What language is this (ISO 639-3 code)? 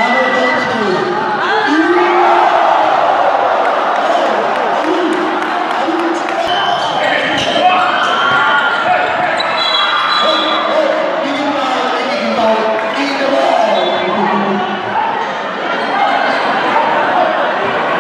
fil